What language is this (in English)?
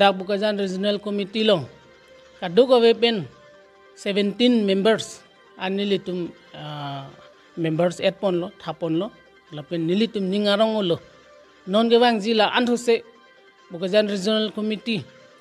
Karbi